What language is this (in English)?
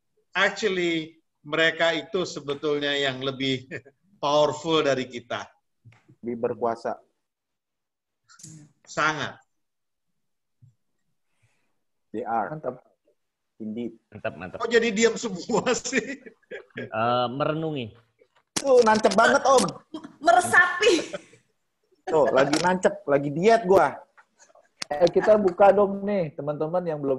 Indonesian